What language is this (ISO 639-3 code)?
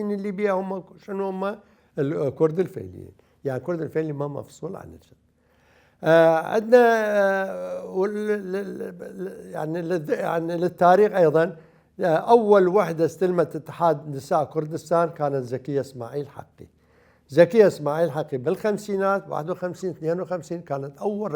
acm